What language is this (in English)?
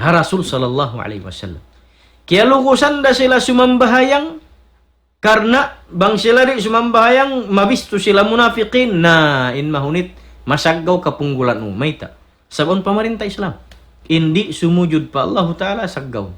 Tausug